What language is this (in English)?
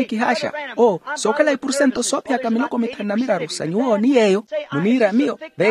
Makhuwa